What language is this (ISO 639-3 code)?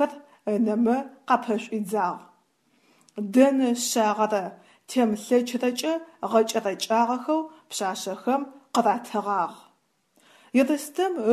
ady